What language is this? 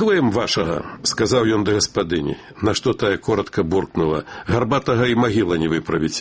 Belarusian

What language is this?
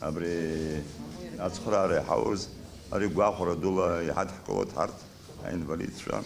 Abkhazian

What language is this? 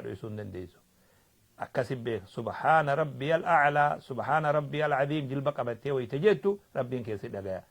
Oromo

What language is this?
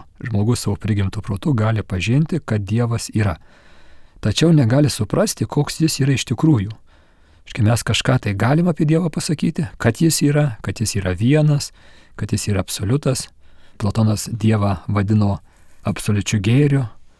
Lithuanian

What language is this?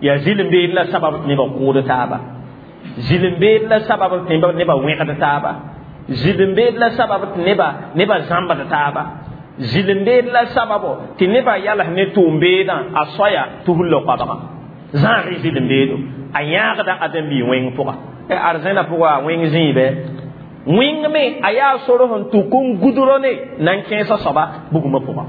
Mossi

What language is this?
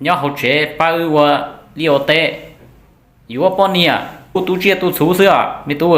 Hmong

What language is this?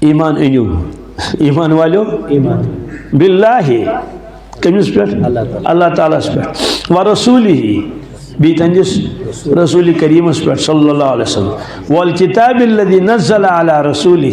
Kashmiri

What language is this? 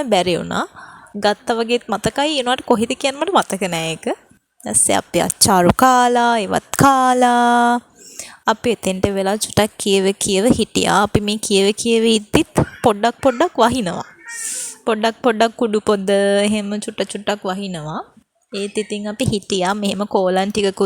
Sinhala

